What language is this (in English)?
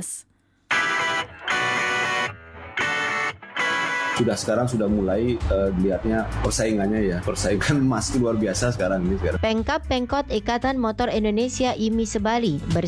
Indonesian